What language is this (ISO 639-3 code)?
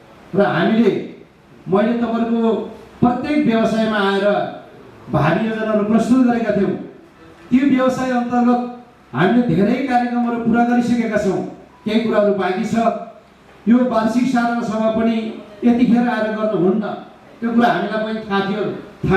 nep